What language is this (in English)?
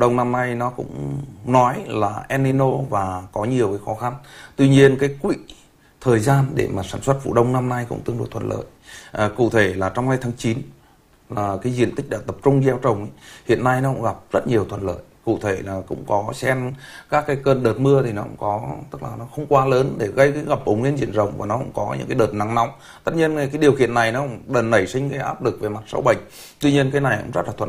Vietnamese